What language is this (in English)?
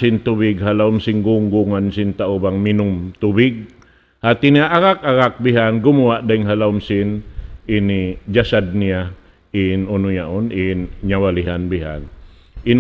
Tausug